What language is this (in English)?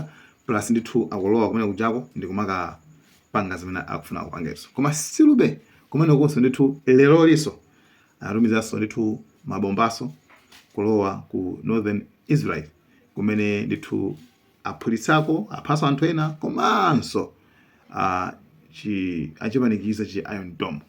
Nyanja